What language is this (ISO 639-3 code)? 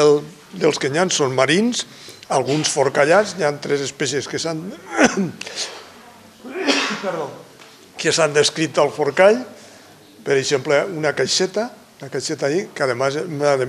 cat